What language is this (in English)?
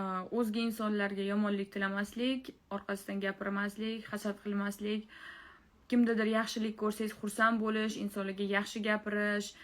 Uzbek